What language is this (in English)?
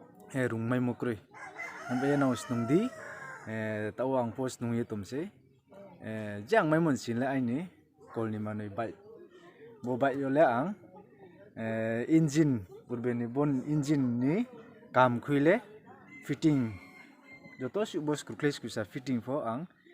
Riang (India)